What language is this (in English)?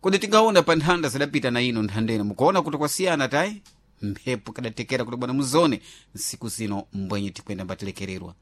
Sena